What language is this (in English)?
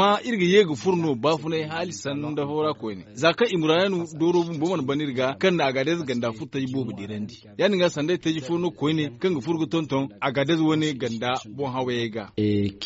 Zarma